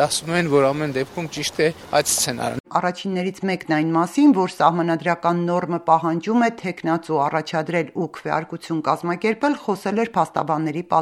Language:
Armenian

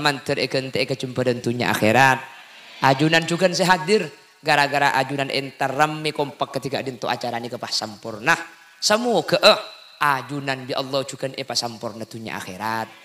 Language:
Madurese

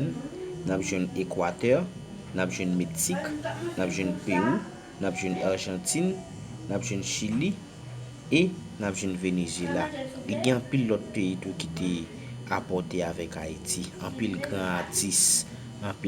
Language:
Haitian Creole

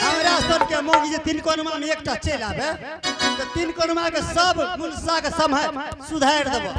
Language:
Angika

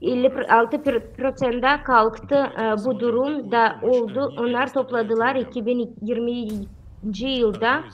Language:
Gagauz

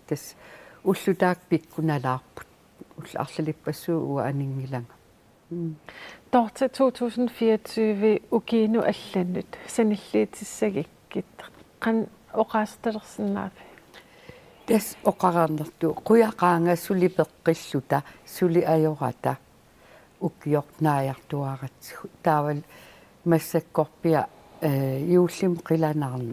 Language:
Kalaallisut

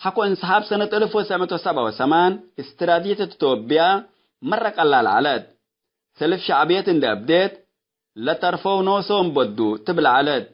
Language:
Tigre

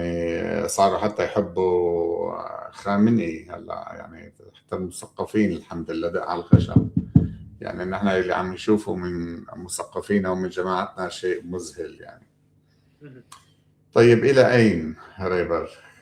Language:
North Levantine Arabic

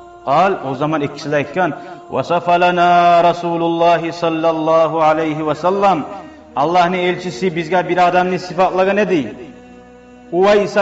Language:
Kumyk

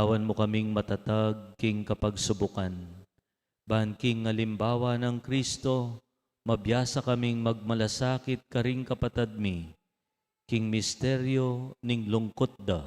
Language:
Pampanga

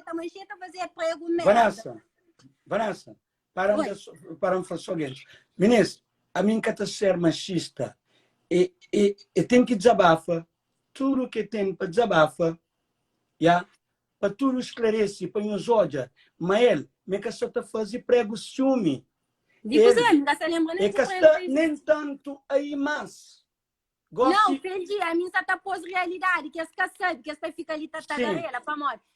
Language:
Kabuverdianu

